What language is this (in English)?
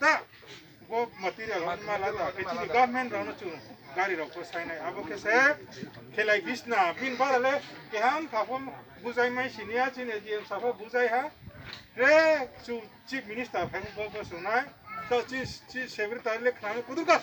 Riang (India)